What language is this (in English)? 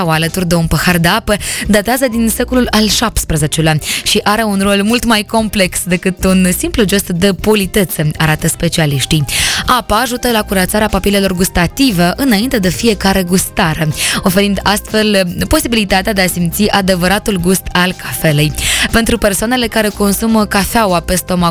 Romanian